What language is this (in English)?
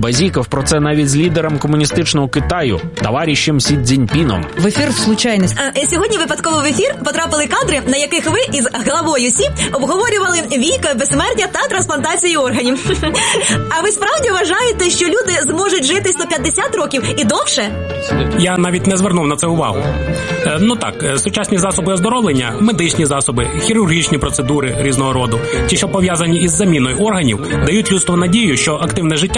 Ukrainian